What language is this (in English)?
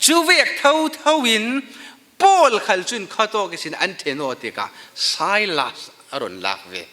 Falam Chin